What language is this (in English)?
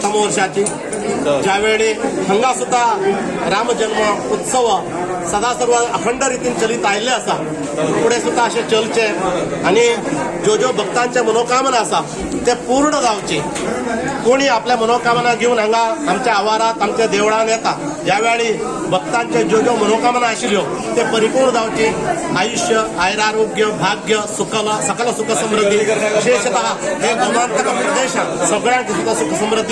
Konkani